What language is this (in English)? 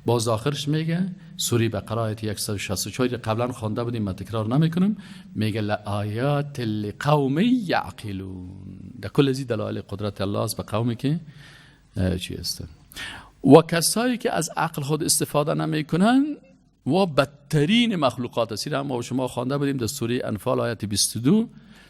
Persian